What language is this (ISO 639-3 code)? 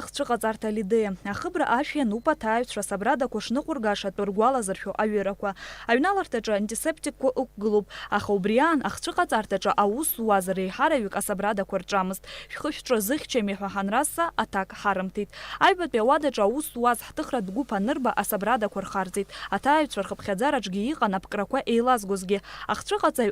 abk